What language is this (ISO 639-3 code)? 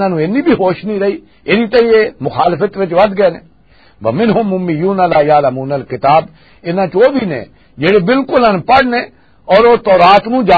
lah